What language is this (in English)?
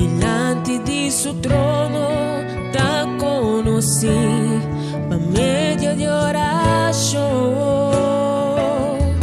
Papiamento